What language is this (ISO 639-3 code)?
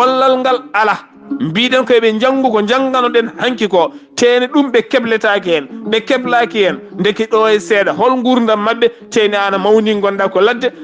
ful